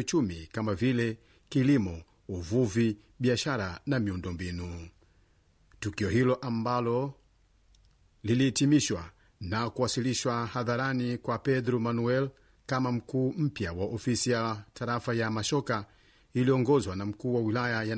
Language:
Swahili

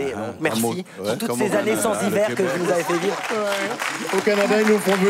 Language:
French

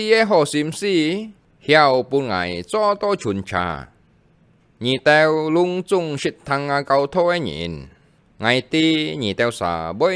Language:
Hakka Chinese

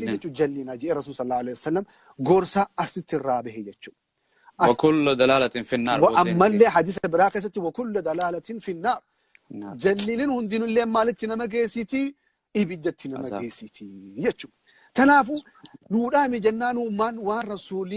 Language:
Oromo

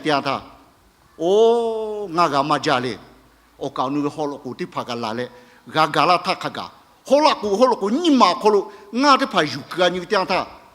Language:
Lahu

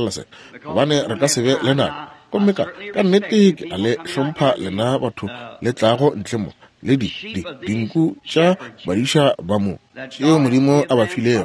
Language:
Northern Sotho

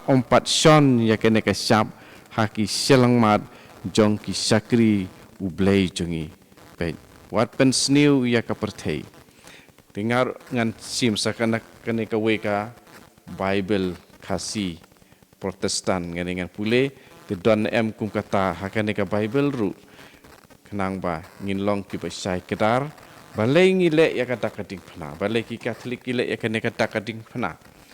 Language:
Khasi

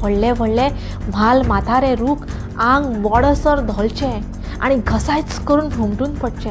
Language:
Konkani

